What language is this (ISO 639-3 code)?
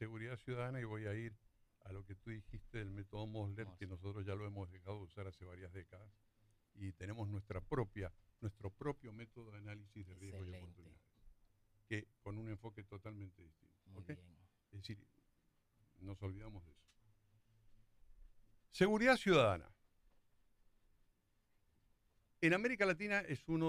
spa